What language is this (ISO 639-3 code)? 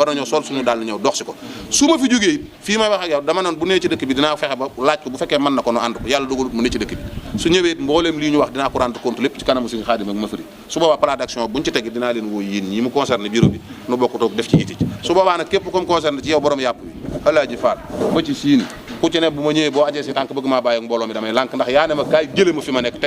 wol